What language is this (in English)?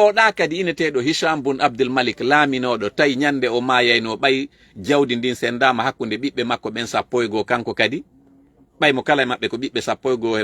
Fula